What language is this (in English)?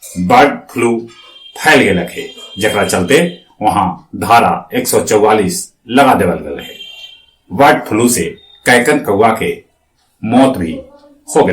Magahi